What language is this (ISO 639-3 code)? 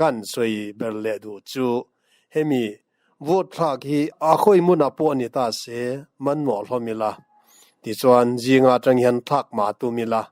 lus